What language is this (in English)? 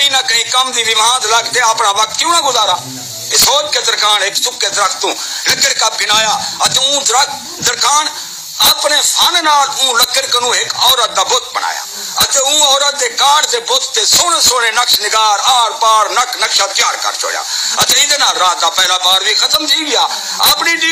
Saraiki